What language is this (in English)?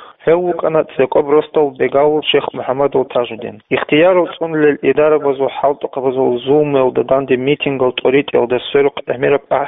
Avaric